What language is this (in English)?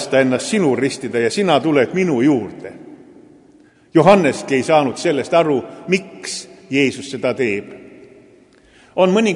Estonian